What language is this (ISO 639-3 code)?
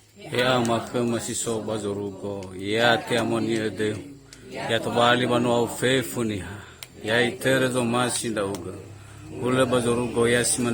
nia